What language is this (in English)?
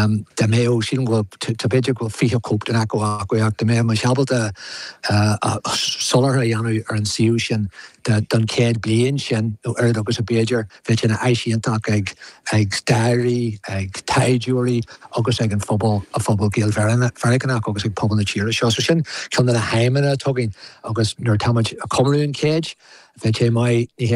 Irish